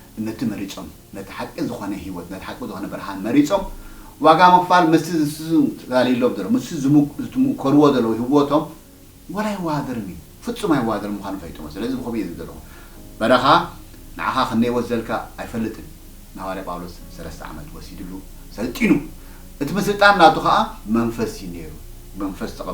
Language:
Tigrinya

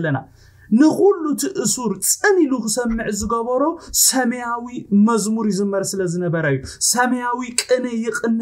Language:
Tigrinya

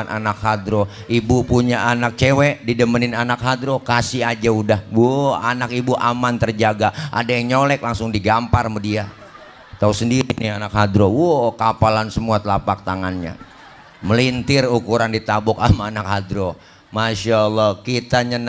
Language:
Betawi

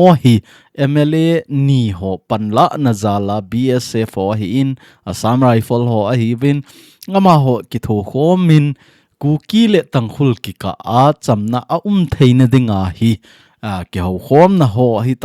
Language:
Thado Chin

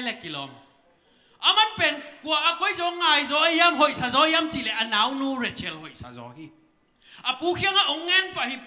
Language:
Tedim Chin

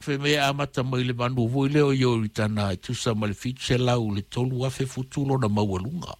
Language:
Samoan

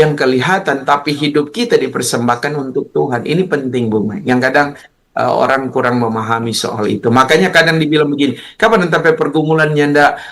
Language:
Manado Malay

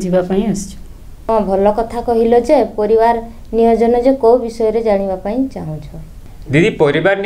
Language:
Odia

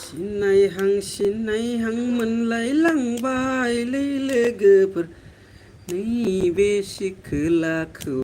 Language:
Bodo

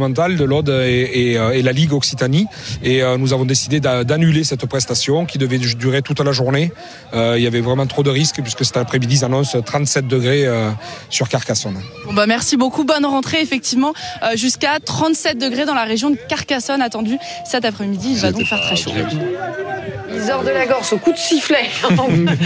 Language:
French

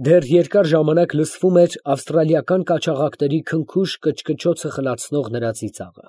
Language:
Armenian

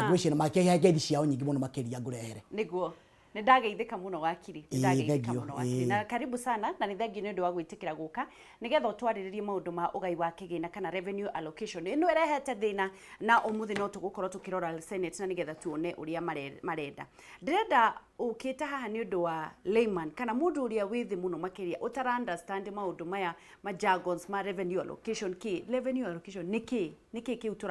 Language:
Kikuyu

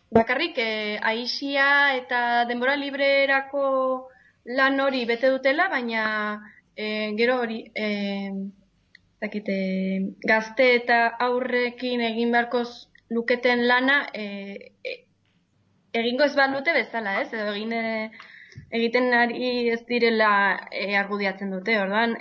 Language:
Basque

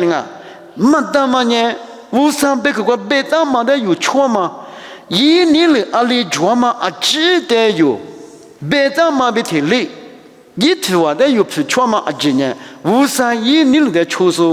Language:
Lisu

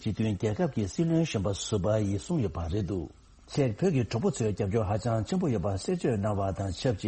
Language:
Tibetan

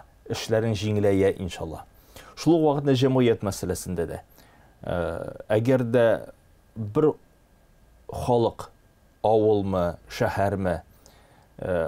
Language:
Tatar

